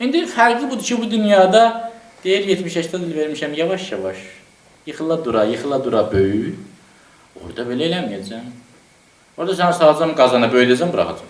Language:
Azerbaijani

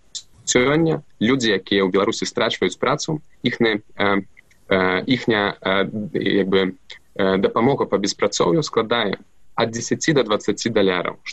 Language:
Belarusian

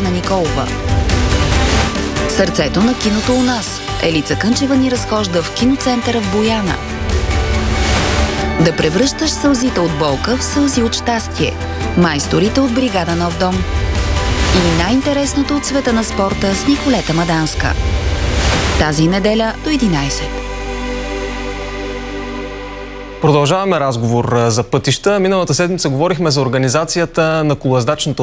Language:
Bulgarian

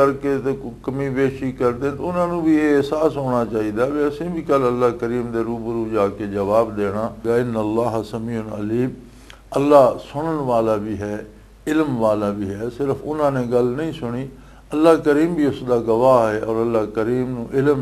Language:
Western Panjabi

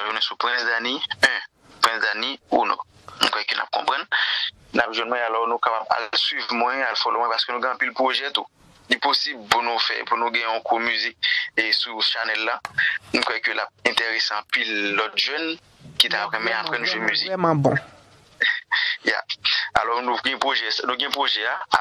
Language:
Haitian Creole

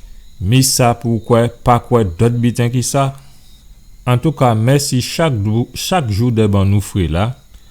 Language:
Guadeloupean Creole French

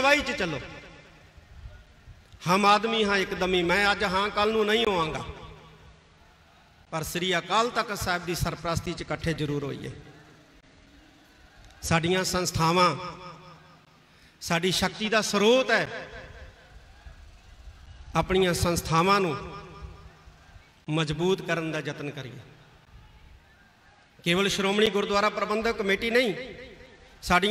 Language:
Punjabi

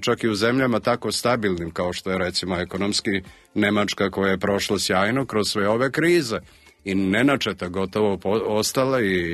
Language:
Serbian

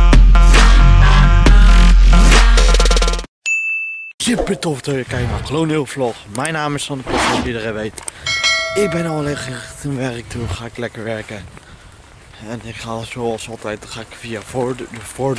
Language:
Dutch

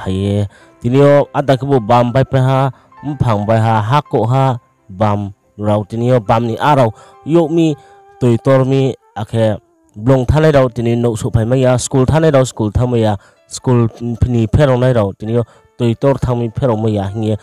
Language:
Riang (India)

